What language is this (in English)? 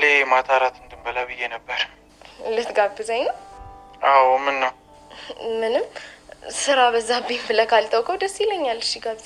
Amharic